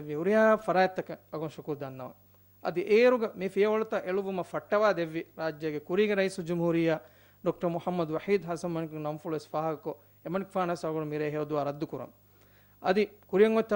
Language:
Divehi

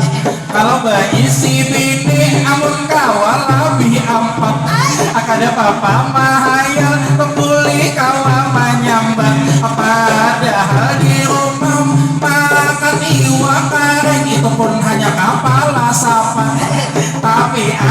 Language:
Banjar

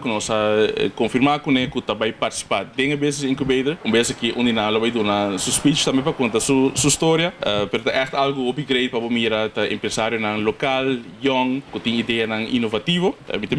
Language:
Papiamento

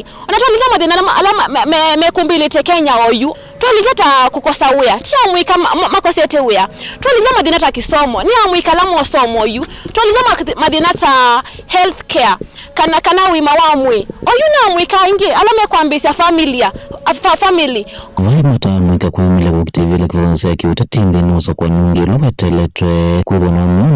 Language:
Kamba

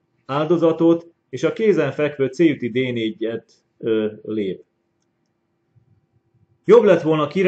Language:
Hungarian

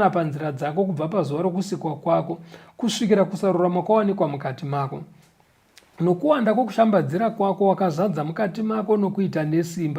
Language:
Shona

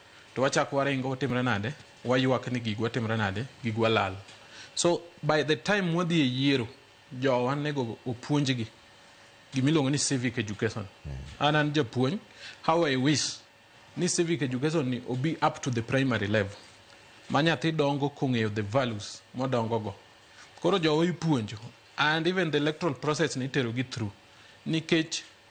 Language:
Luo (Kenya and Tanzania)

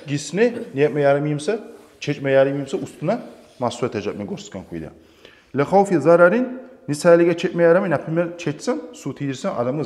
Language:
Kumyk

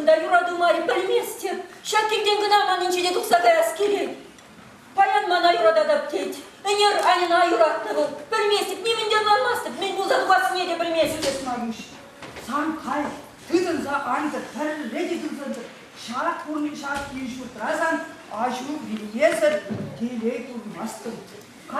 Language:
Chuvash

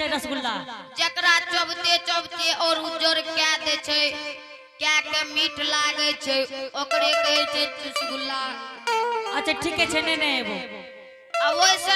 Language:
Angika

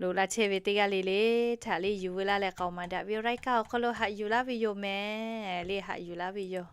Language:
Lahu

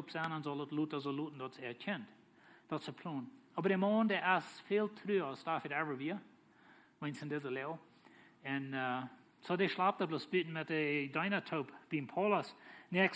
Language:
Plautdietsch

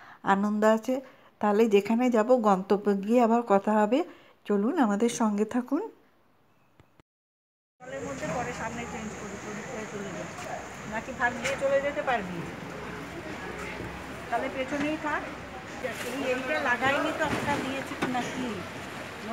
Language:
Bangla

